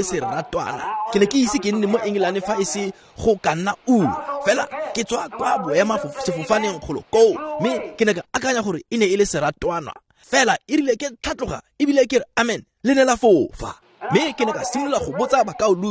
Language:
Tswana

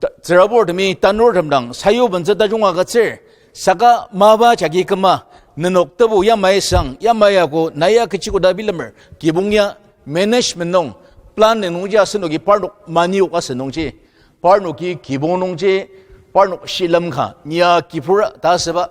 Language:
Ao Naga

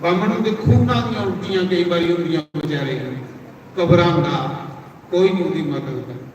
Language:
Dogri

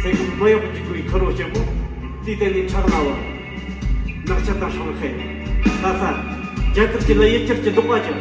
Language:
Tibetan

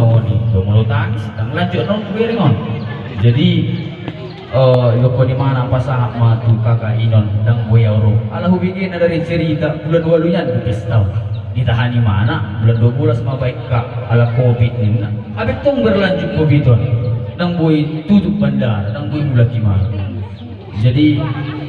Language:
Batak Toba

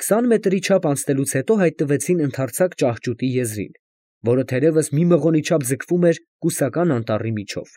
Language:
Armenian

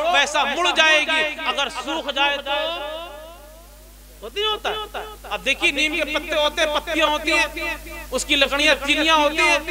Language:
Urdu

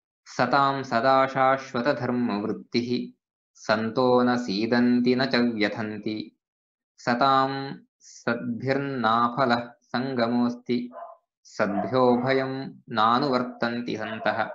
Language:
Sanskrit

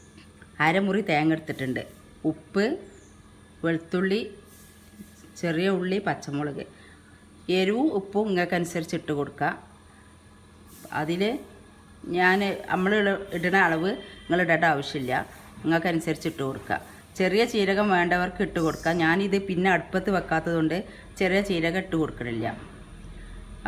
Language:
Malayalam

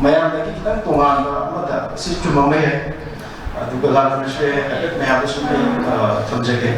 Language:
Manipuri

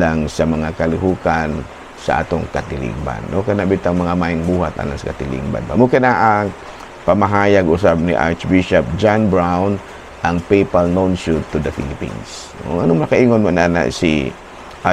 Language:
Cebuano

